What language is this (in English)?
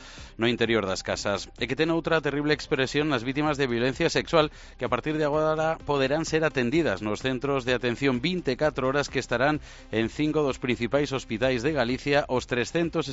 Galician